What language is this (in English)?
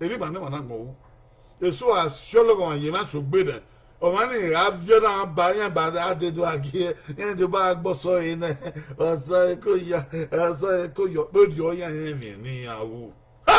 Bini